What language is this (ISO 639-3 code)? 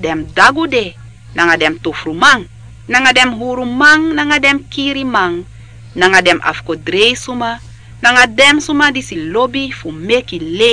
srn